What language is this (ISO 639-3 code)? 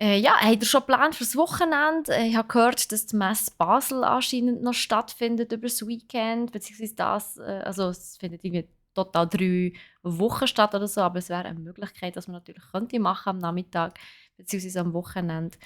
gsw